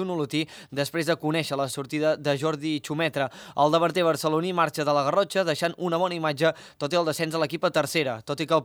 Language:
Catalan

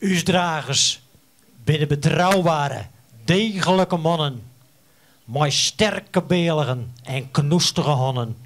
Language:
Western Frisian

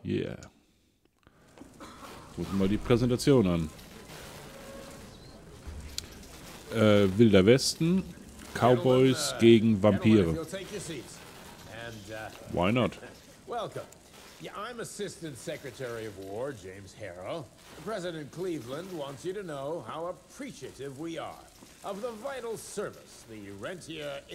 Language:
German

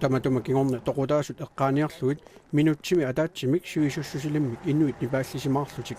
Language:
Kalaallisut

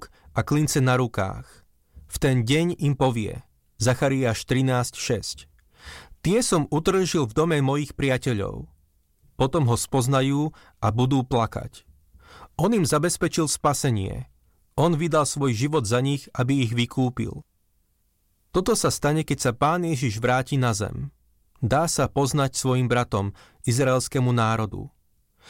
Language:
Slovak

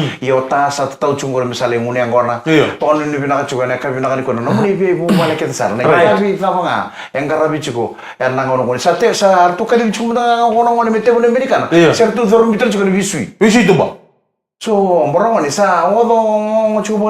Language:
Fijian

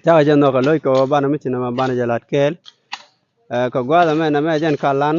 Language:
Nuer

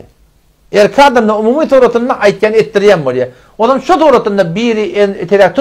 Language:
Turkmen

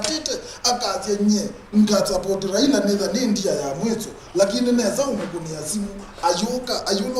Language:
Kamba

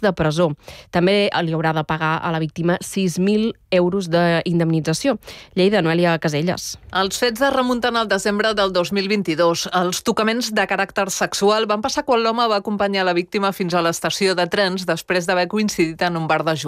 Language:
Catalan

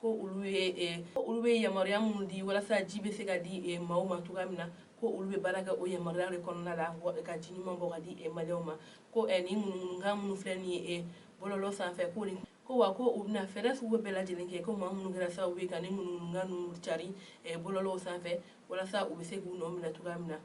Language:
Bambara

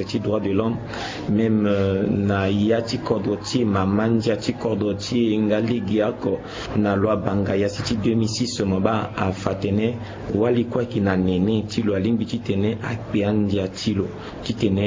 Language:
Sango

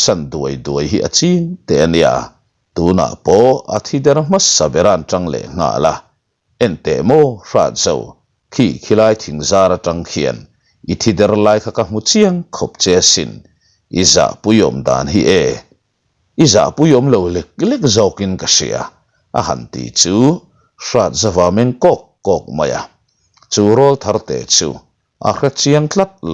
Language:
Mizo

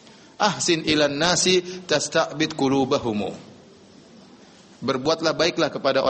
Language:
Indonesian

